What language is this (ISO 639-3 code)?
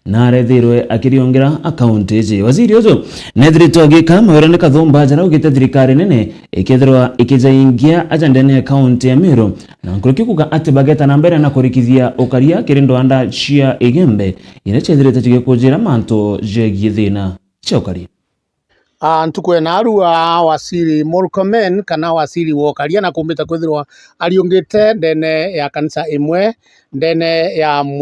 mer